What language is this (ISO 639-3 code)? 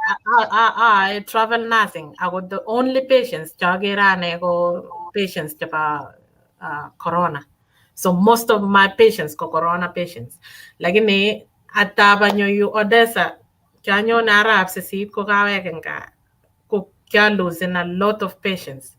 kln